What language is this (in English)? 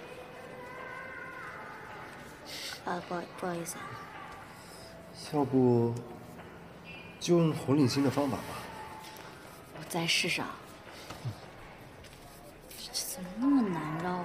Chinese